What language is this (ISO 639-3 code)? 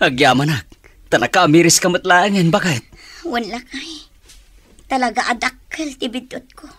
ilo